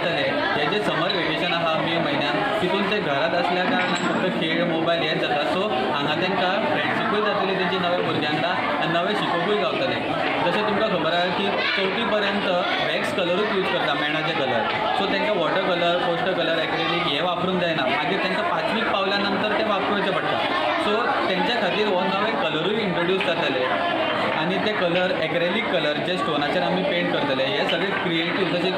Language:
Konkani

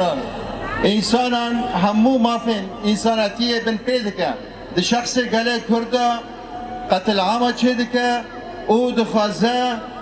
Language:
Kurdish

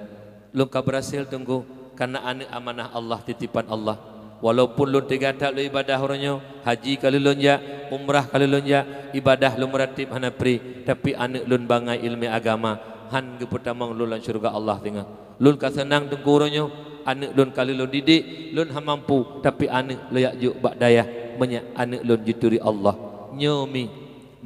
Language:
Achinese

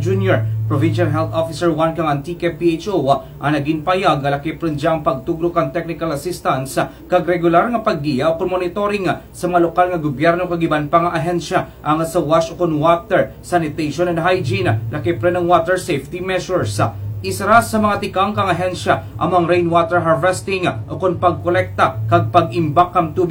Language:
Kinaray-a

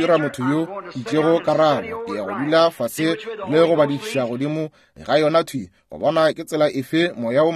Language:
Northern Sotho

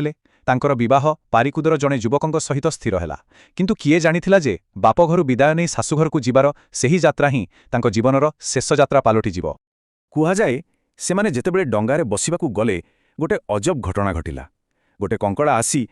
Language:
Odia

